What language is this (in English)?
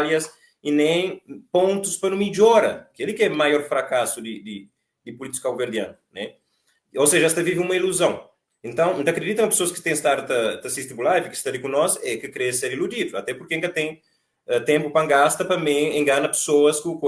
Kabuverdianu